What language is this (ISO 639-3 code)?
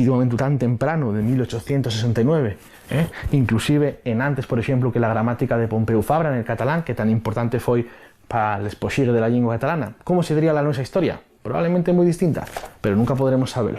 ast